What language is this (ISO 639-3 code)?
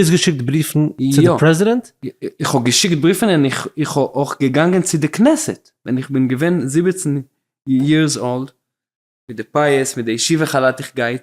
yid